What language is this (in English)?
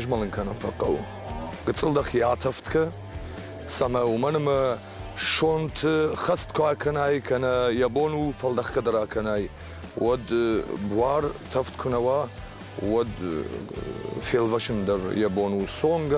Ossetic